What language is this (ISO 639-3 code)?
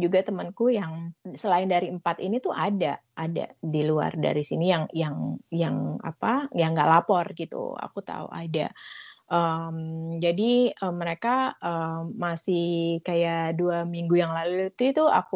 ind